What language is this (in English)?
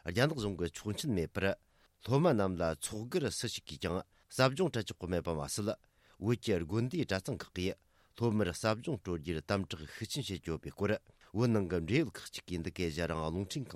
Tibetan